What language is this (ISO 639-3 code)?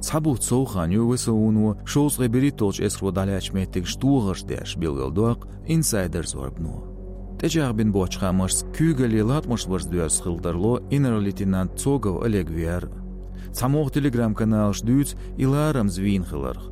che